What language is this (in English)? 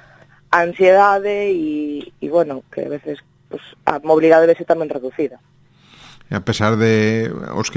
Galician